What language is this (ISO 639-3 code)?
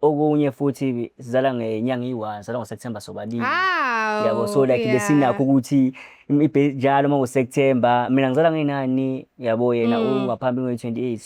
zul